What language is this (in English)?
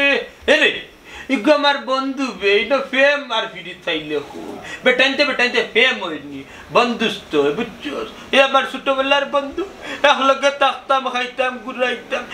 Sylheti